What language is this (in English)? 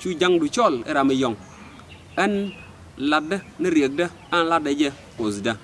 Nuer